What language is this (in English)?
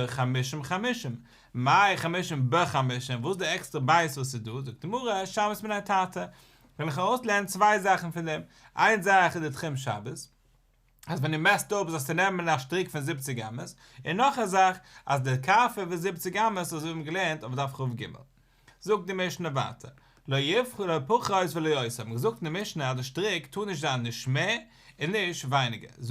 Yiddish